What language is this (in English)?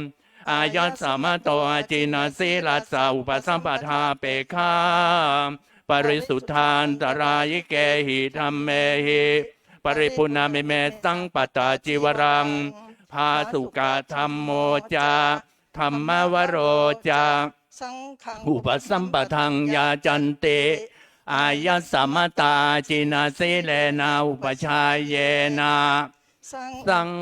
Pali